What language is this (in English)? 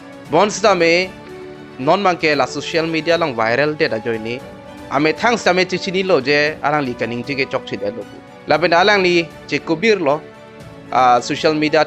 Karbi